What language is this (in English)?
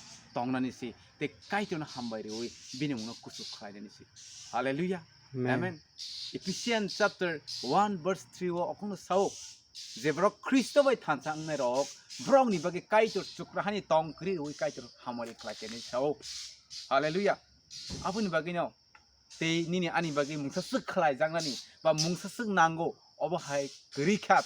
Kok Borok